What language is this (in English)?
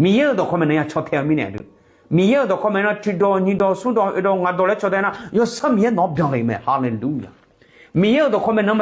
Akha